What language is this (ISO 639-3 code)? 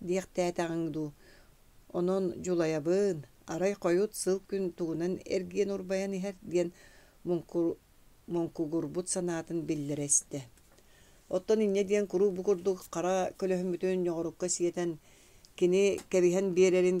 sah